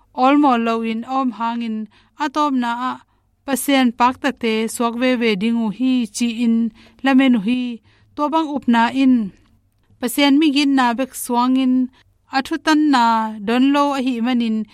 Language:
Tedim Chin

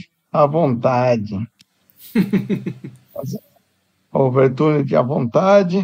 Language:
Portuguese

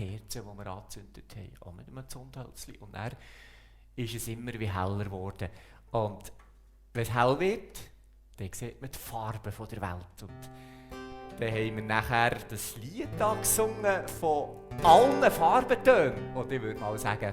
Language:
Swiss German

